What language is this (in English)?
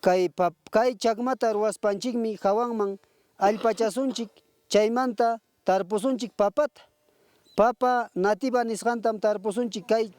Ayacucho Quechua